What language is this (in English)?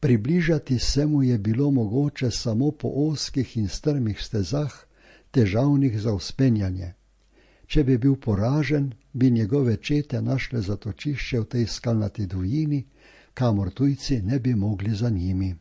Slovenian